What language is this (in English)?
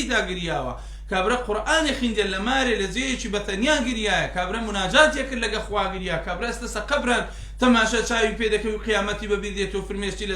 Central Kurdish